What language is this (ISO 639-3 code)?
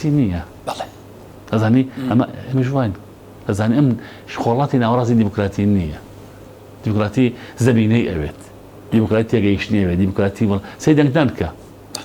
ckb